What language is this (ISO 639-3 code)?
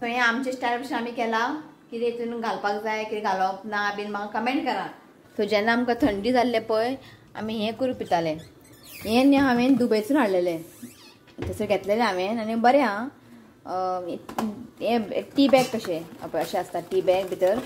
kok